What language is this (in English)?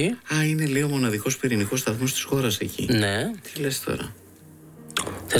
Greek